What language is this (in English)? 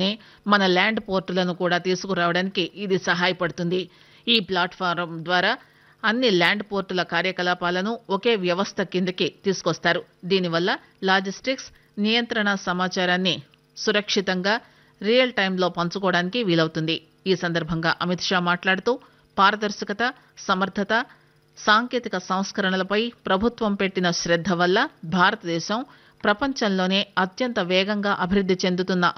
Telugu